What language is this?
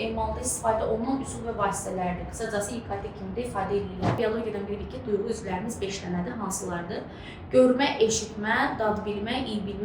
Azerbaijani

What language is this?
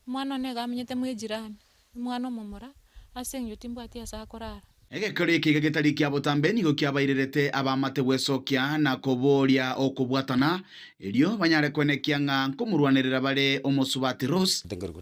Gusii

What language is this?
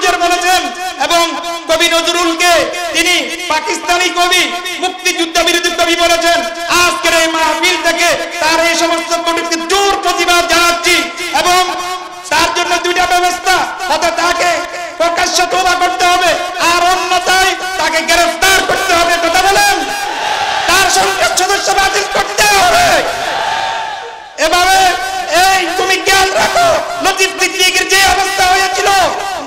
Bangla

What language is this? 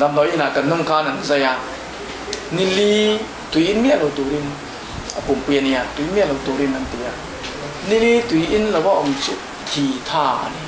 Mizo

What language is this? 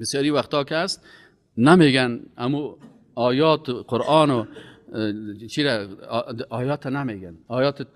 Persian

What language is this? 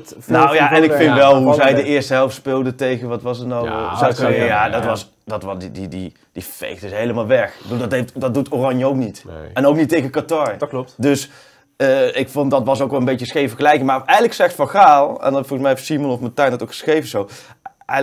Dutch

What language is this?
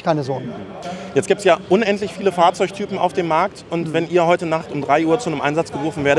German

